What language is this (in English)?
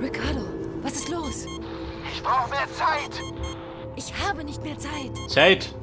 Bavarian